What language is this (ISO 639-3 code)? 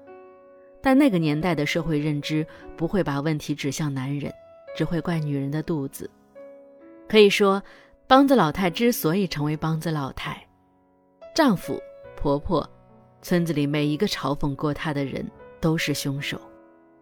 zho